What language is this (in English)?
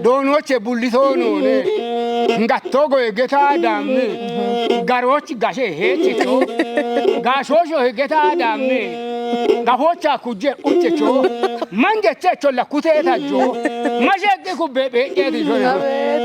Kafa